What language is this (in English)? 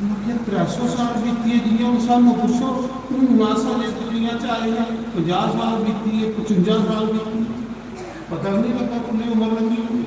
Dogri